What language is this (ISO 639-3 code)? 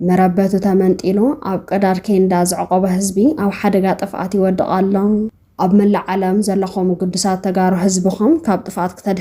tir